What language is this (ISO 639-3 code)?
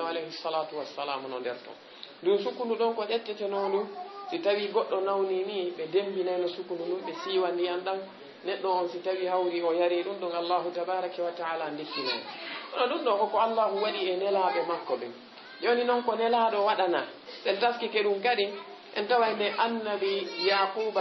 ful